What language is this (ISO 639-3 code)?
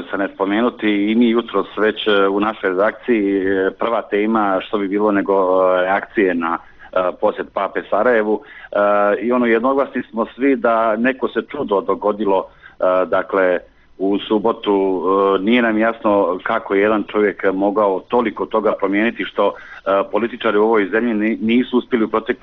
bos